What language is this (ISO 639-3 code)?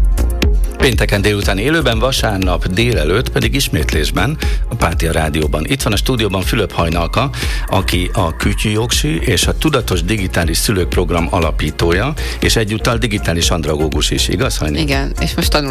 hun